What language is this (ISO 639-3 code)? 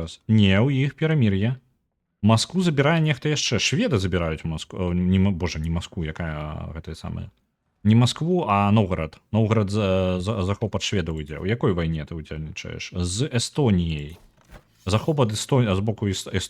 bel